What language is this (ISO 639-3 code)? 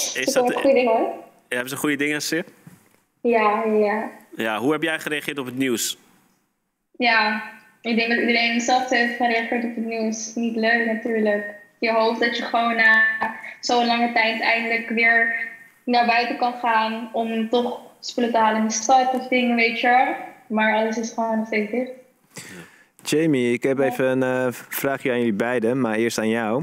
nld